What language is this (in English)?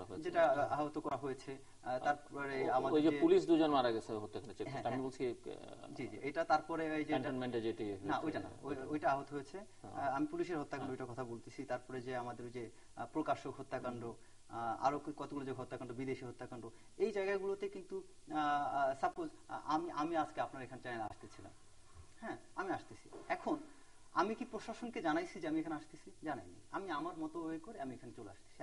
Bangla